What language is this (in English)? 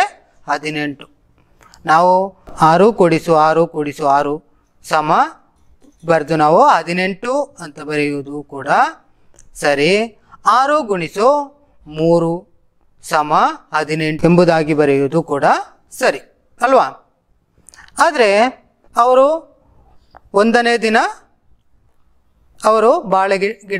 Kannada